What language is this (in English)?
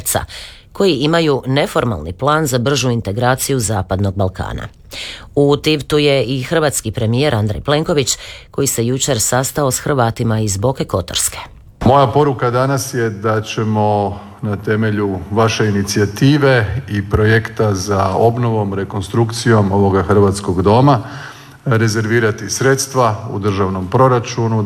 Croatian